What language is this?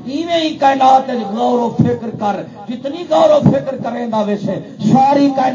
Saraiki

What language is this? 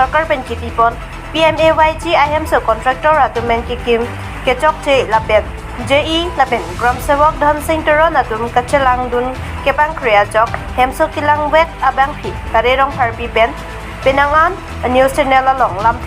Karbi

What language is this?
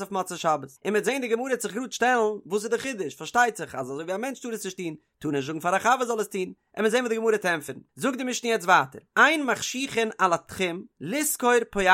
Yiddish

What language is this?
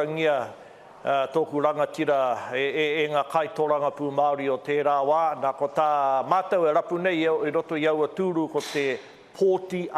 Māori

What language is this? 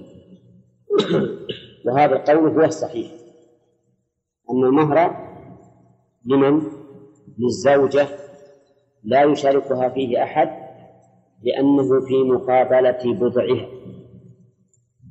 Arabic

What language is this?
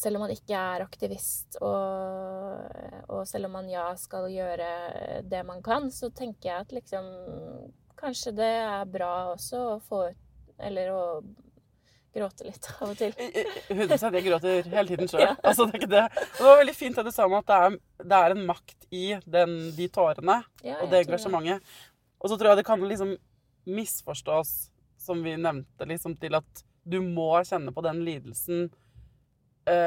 Norwegian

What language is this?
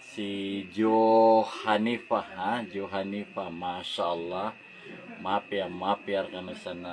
Maranao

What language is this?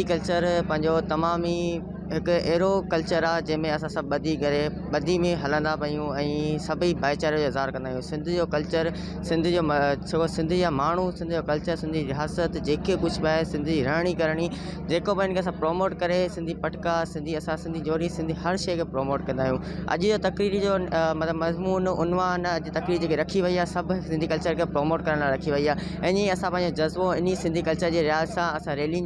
Sindhi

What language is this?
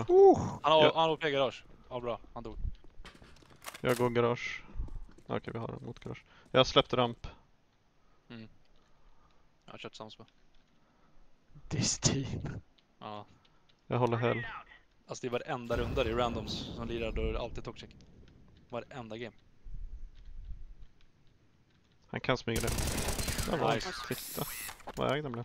Swedish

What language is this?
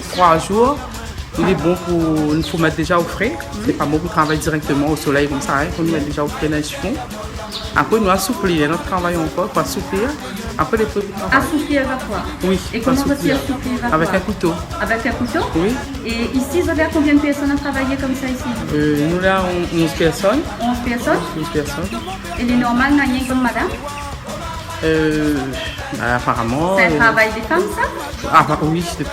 Réunion Creole French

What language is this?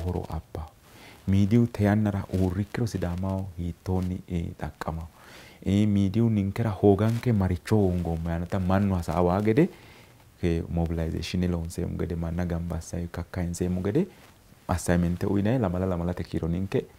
Sidamo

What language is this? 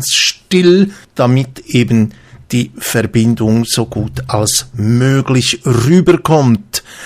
Bavarian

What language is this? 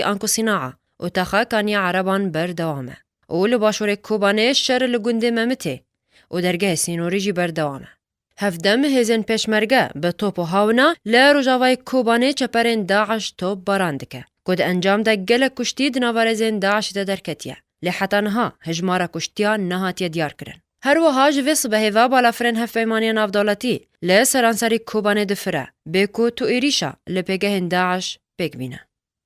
Kurdish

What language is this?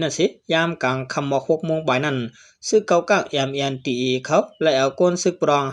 Shan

